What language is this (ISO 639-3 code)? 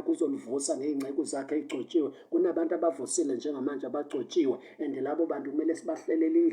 zul